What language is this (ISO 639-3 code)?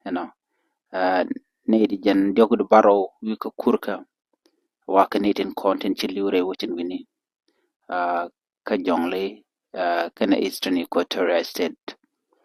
nus